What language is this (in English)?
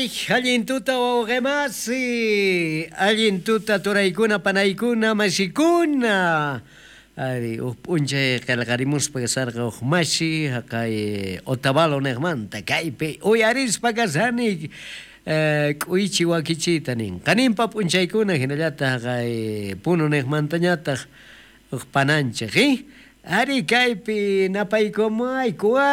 South Bolivian Quechua